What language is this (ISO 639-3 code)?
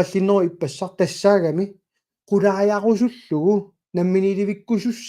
kal